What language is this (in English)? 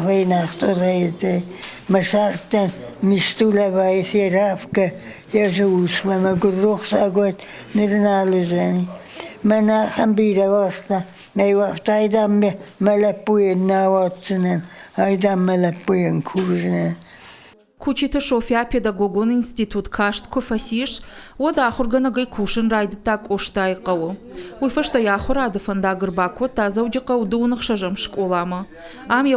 Ossetic